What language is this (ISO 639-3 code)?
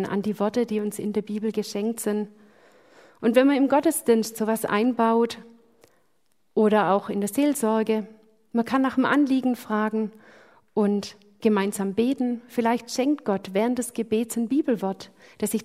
deu